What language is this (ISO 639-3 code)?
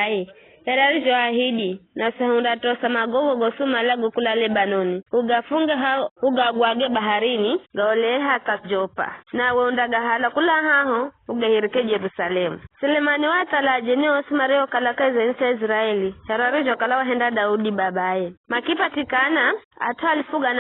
nyf